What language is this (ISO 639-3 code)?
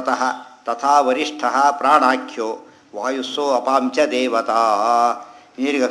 kan